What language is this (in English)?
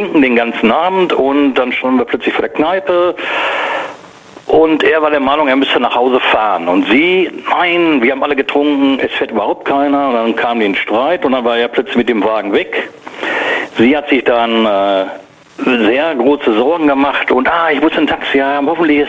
German